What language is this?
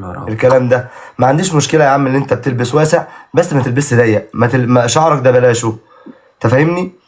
Egyptian Arabic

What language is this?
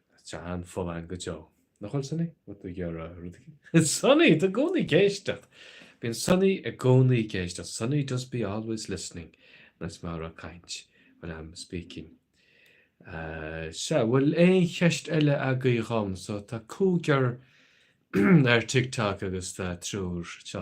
Irish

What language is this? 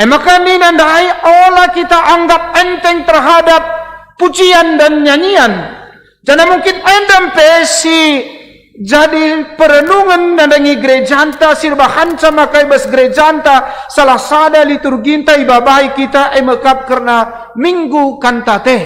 Batak Karo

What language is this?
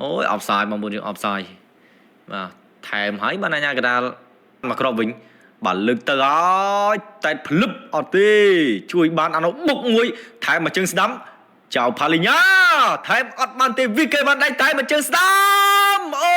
Khmer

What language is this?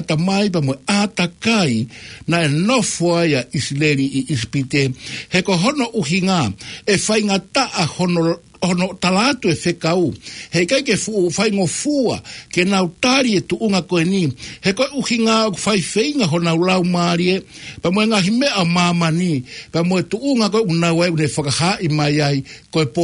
Tongan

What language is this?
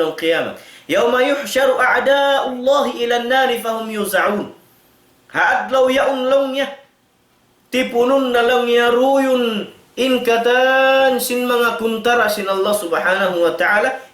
Tausug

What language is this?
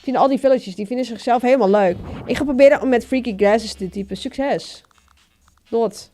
Western Frisian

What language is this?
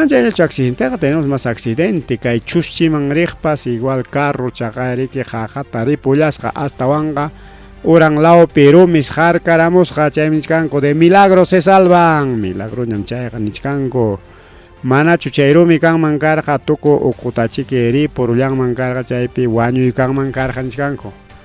Ayacucho Quechua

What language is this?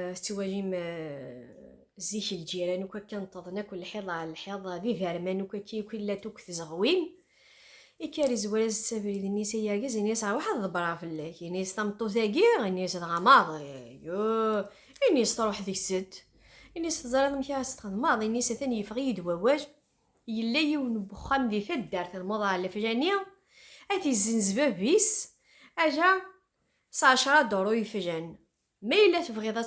Kabyle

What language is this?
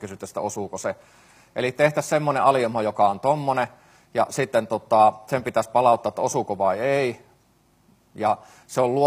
Finnish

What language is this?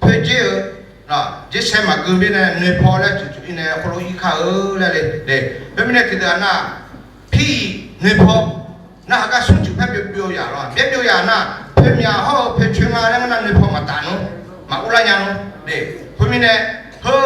Akha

